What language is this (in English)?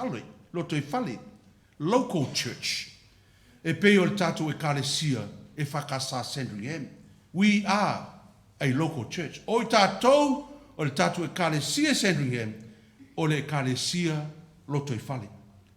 Samoan